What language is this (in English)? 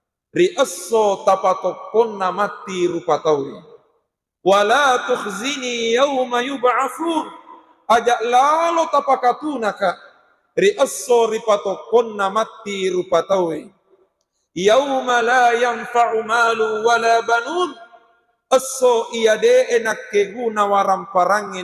Buginese